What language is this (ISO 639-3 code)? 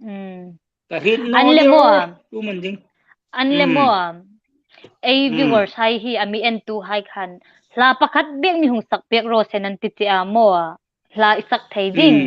hmr